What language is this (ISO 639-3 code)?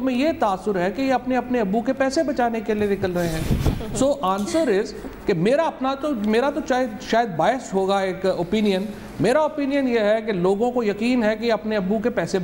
urd